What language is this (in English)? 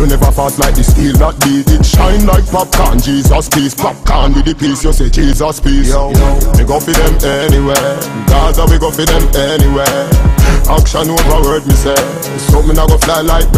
Jamaican Creole English